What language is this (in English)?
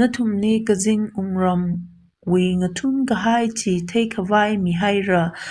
Tangkhul Naga (India)